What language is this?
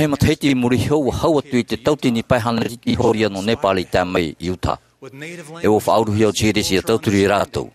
Tahitian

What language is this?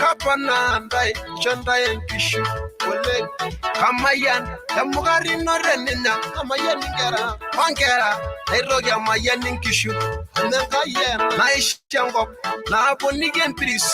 Masai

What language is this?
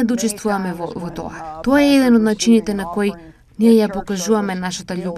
Macedonian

